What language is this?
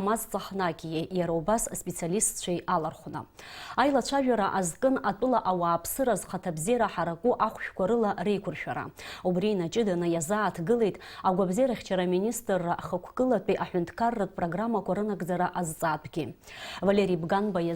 Abkhazian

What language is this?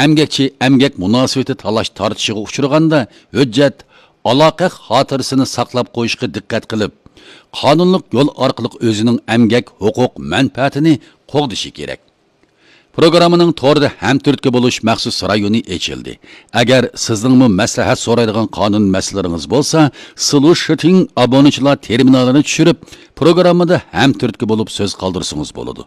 Uyghur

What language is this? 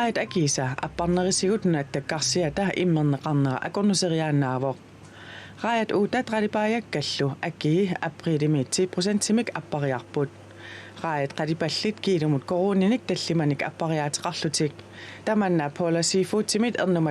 Kalaallisut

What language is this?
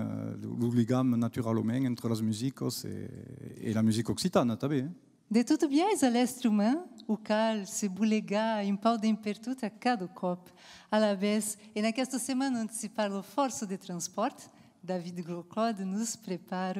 Occitan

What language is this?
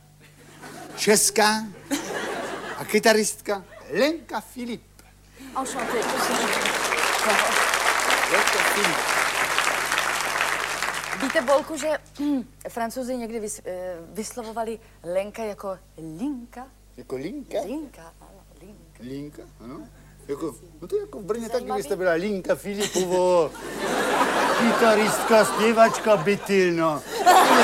Czech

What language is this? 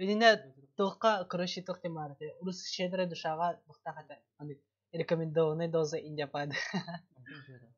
Yakut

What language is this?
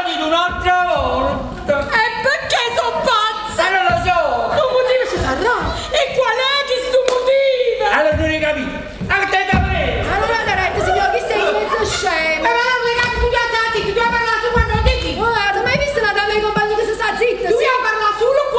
Neapolitan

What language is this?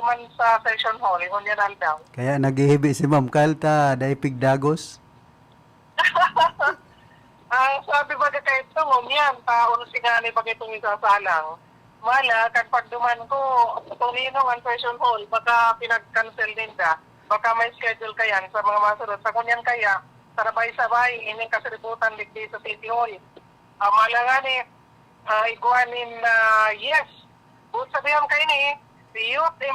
Bikol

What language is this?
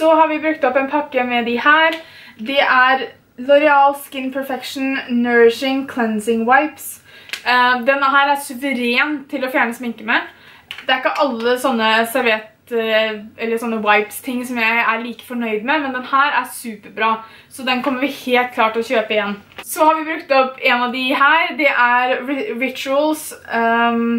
Norwegian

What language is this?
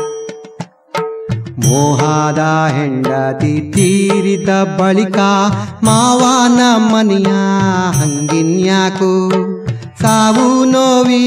Kannada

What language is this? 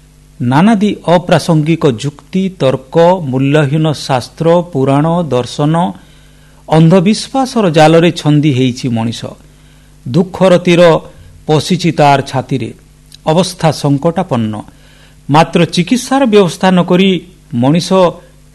Odia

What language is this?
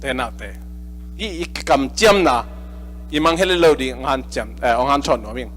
Tedim Chin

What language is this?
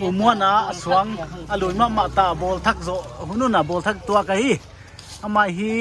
Paite Chin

